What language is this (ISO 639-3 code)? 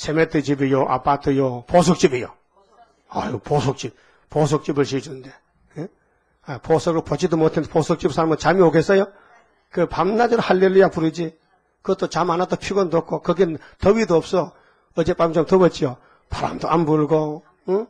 kor